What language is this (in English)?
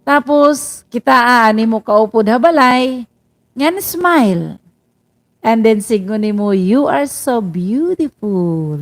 Waray